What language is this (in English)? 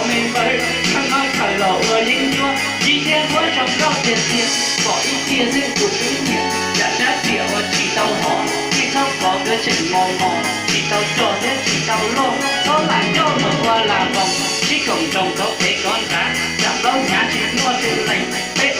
Hmong